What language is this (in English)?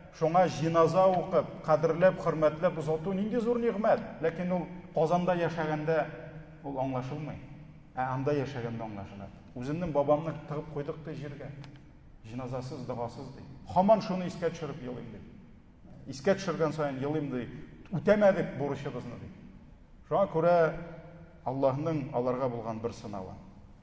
Tatar